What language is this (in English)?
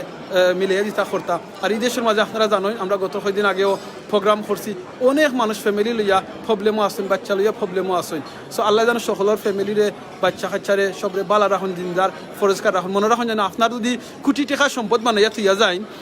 Sylheti